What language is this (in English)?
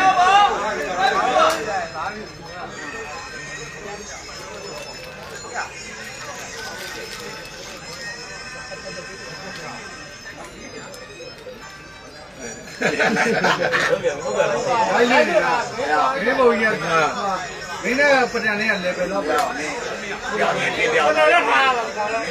Burmese